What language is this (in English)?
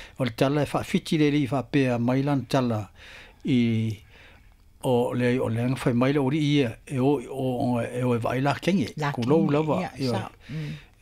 Samoan